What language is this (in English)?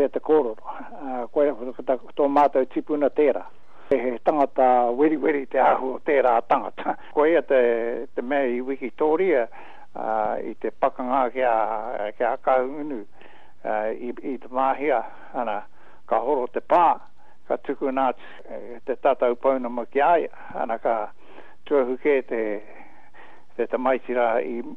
Māori